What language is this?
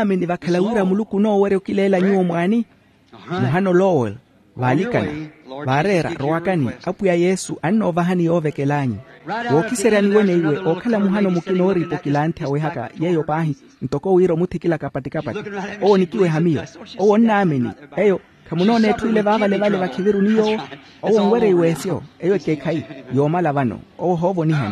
Makhuwa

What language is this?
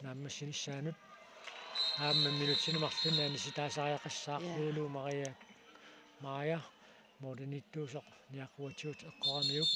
Kalaallisut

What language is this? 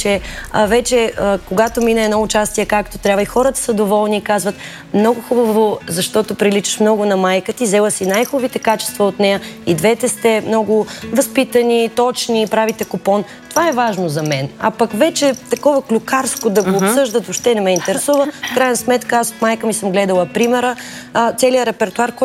Bulgarian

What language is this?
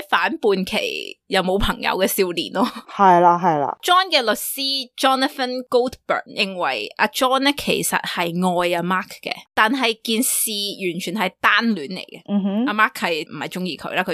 Cantonese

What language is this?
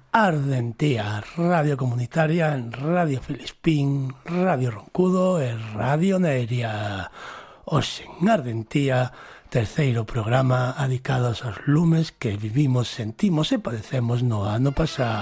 Galician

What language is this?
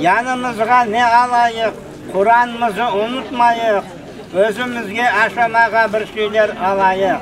Crimean Tatar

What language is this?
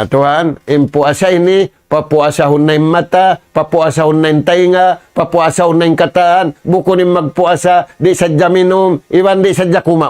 Tausug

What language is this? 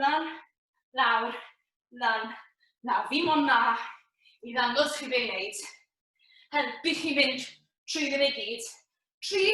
Welsh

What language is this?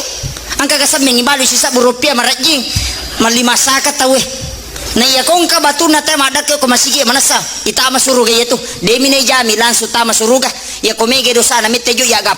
Buginese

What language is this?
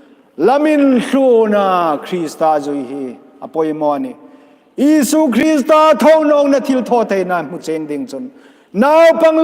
Hmar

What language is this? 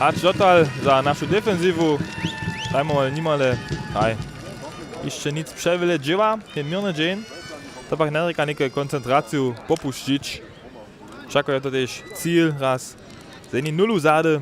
Upper Sorbian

